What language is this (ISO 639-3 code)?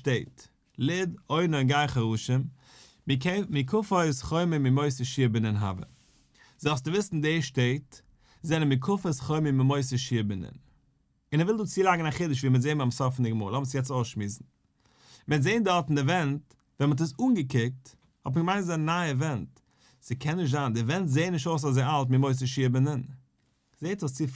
yid